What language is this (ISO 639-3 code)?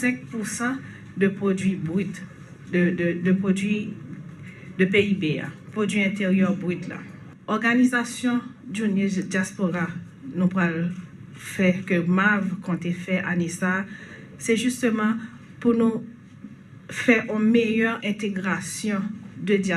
hat